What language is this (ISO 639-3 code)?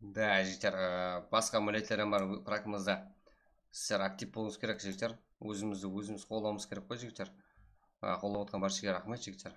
kaa